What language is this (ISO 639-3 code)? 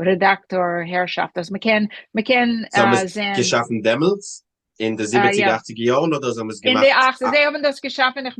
yid